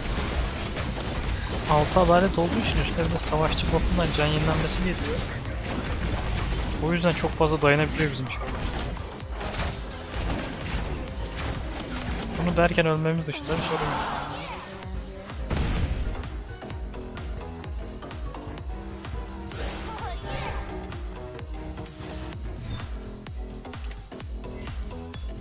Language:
Turkish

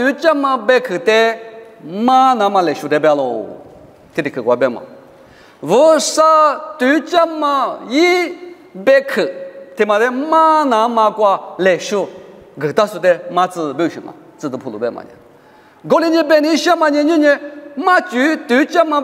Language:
Lisu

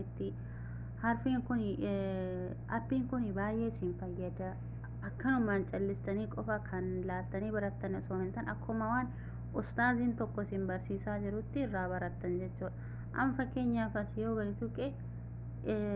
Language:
Oromo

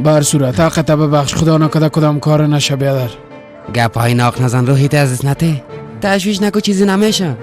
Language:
Persian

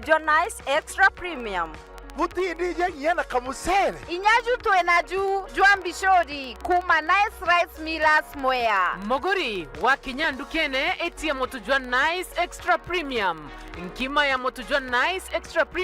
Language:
Meru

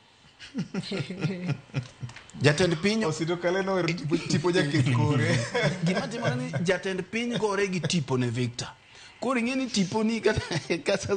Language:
Luo (Kenya and Tanzania)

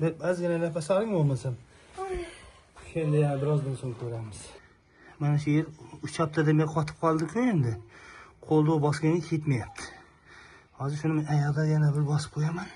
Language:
Uzbek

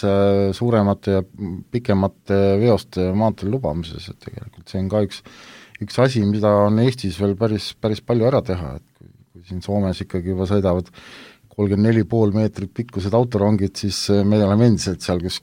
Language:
Estonian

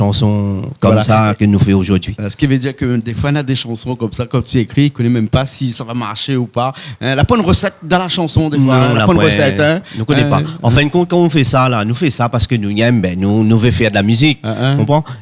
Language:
Réunion Creole French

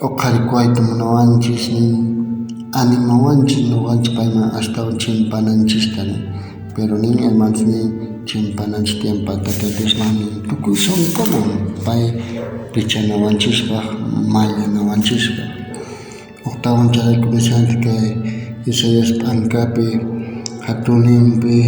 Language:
South Bolivian Quechua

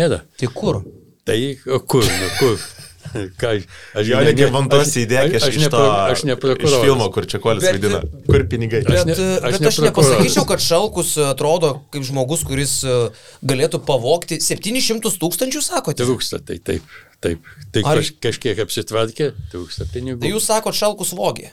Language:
Lithuanian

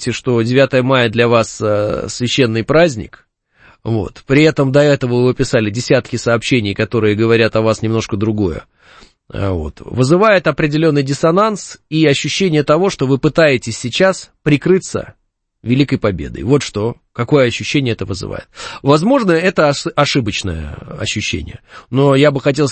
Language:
Russian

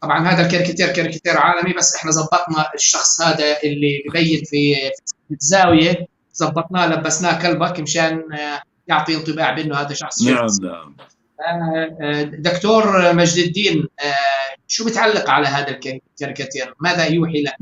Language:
North Levantine Arabic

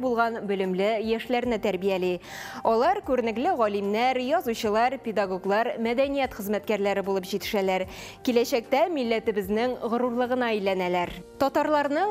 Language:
Tatar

